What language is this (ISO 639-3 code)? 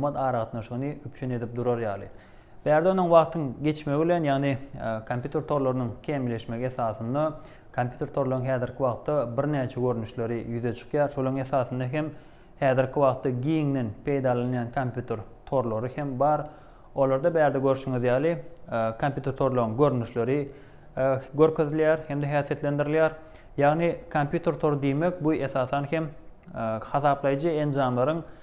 tuk